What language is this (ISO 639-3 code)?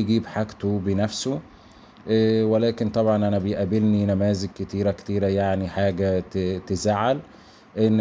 arz